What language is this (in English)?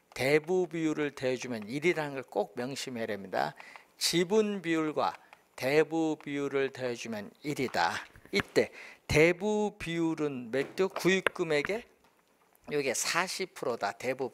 Korean